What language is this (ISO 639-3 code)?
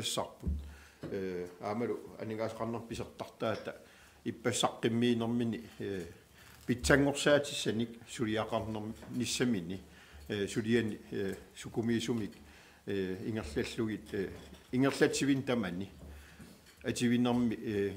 kal